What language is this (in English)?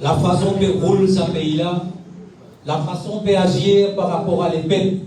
Morisyen